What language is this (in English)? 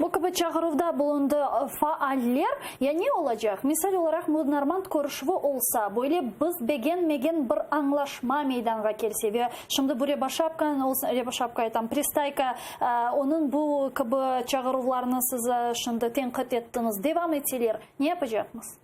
Crimean Tatar